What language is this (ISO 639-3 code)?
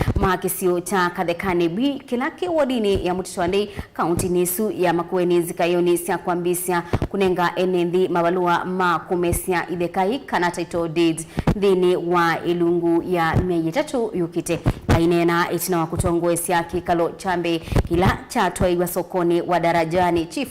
kam